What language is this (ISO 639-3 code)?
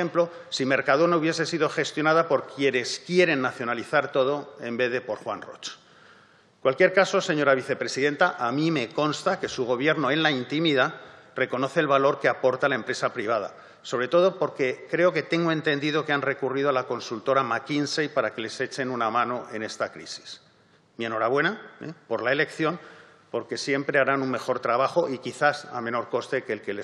spa